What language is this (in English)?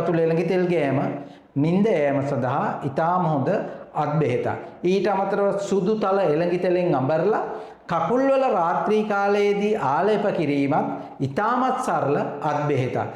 Sinhala